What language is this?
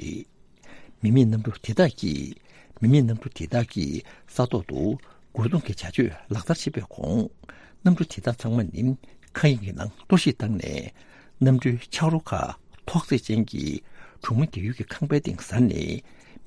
Tibetan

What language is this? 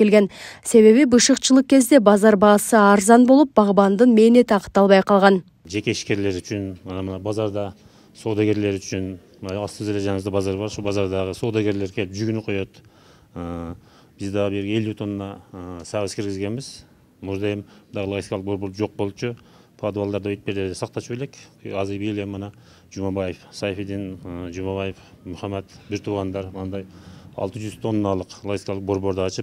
Kyrgyz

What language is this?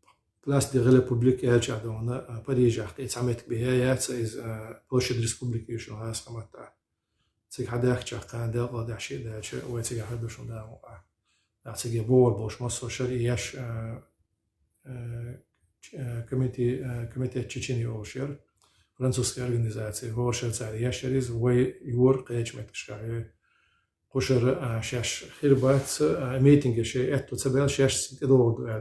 Chechen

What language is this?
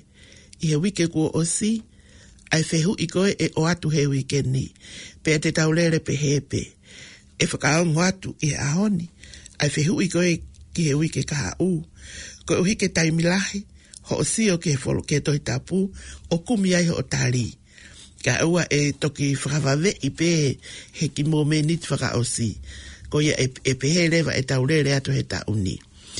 Tongan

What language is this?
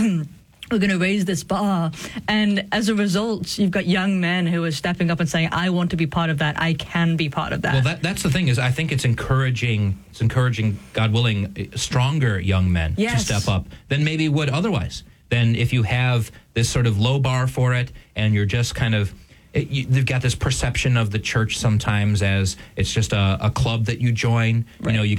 English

